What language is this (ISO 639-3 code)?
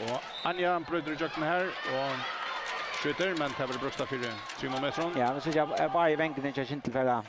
fao